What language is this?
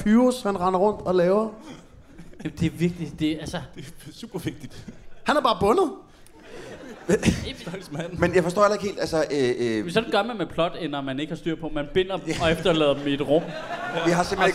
Danish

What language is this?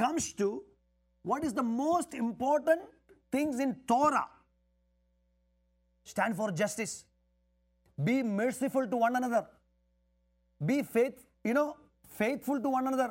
Malayalam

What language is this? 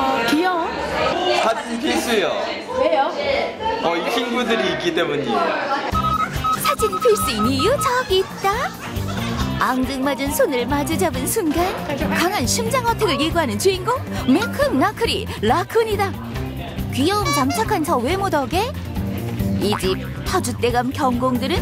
Korean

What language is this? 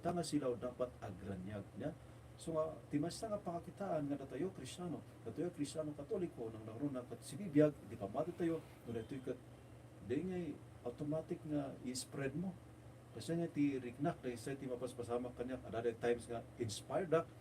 Iloko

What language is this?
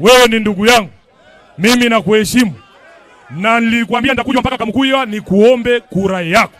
Swahili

